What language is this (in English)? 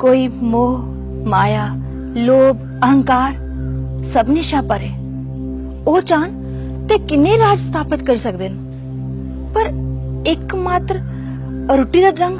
Dogri